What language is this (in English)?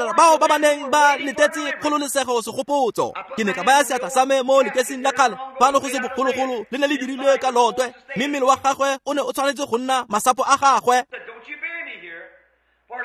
Tswana